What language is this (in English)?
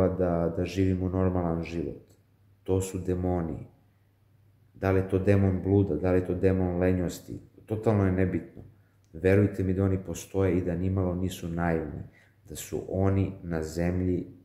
Serbian